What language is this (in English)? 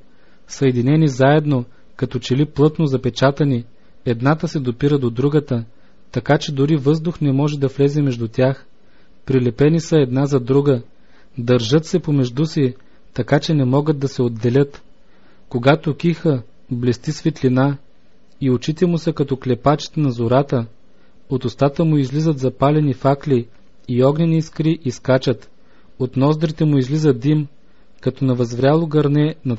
Bulgarian